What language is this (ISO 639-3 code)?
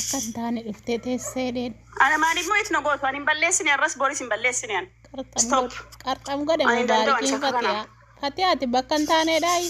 orm